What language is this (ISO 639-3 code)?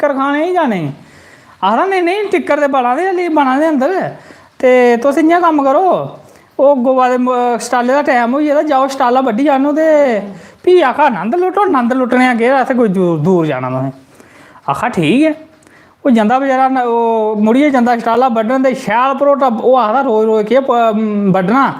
doi